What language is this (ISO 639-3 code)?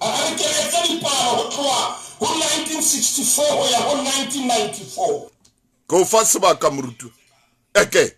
sot